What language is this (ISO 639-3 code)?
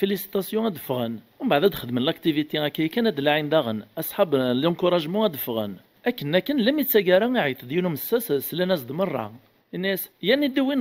kab